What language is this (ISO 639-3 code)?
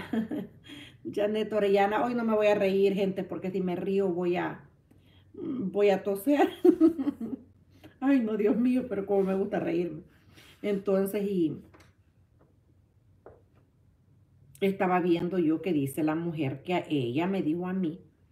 spa